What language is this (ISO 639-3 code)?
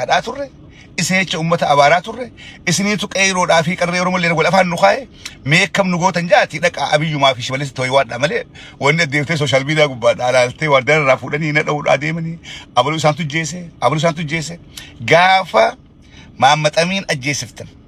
orm